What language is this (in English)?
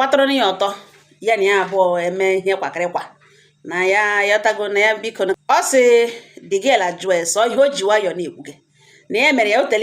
Igbo